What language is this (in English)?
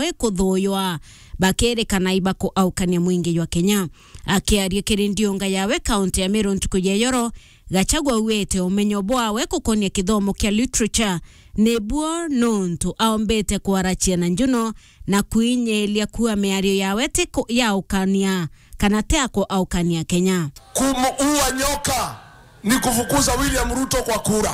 Meru